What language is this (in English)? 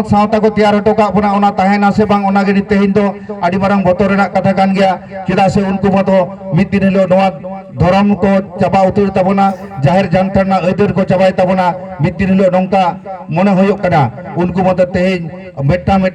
Santali